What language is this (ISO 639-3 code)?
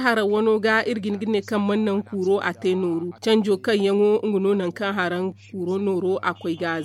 dje